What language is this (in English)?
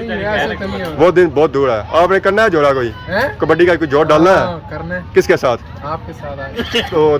Pahari-Potwari